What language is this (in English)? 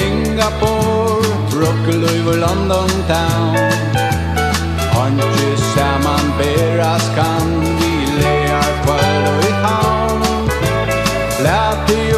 Faroese